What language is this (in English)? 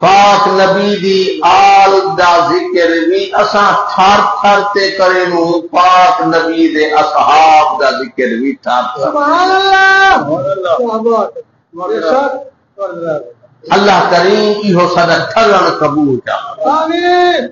Saraiki